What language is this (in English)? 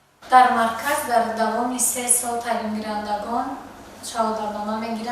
Tajik